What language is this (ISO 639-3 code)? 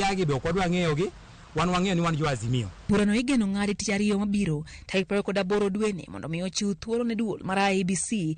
luo